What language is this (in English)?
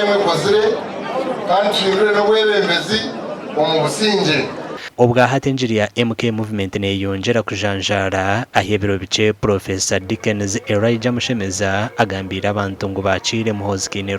Nyankole